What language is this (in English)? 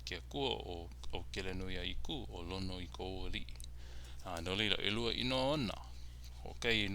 Hawaiian